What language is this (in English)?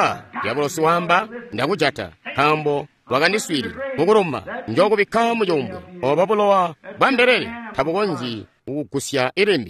Tonga (Zambia)